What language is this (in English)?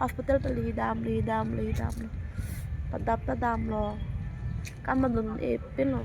Karbi